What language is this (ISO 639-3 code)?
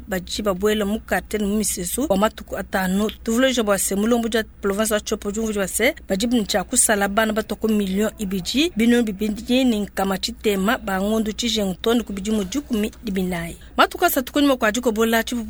lua